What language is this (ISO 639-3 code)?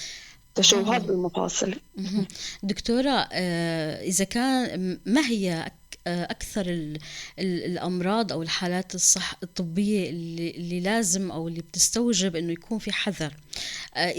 apc